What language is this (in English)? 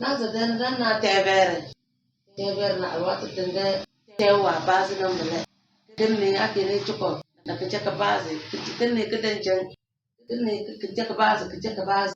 Tem